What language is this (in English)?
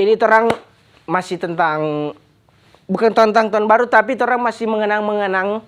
Manado Malay